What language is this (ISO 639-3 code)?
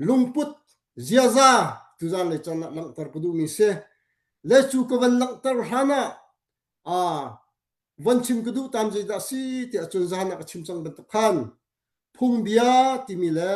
cnh